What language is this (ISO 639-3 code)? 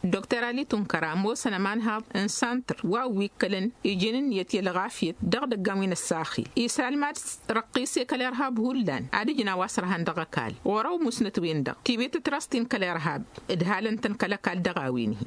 taq